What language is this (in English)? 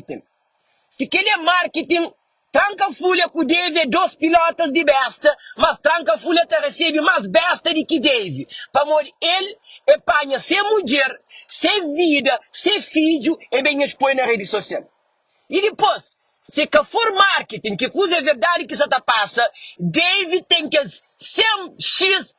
Kabuverdianu